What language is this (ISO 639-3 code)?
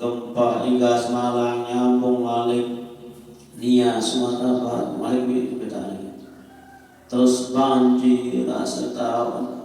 sas